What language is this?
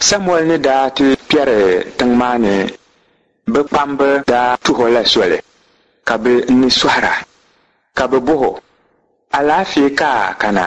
Dagbani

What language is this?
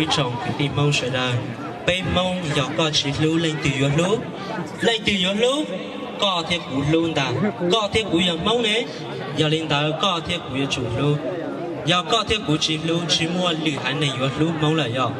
Hmong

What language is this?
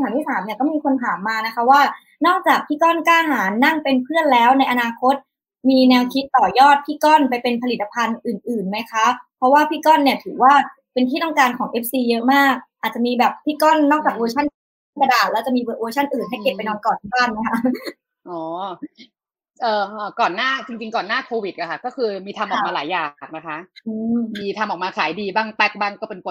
Thai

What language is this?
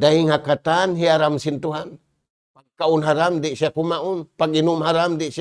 Tausug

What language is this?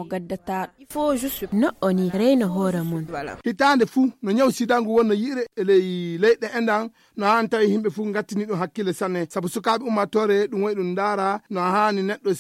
Fula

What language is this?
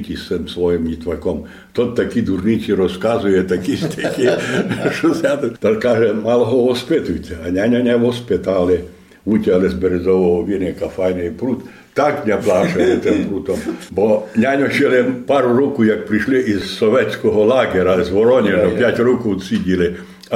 Rusyn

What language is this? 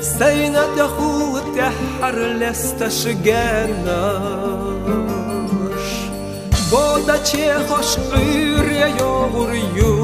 Chechen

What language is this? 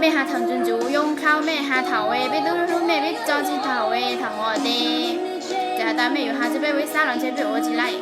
Hmong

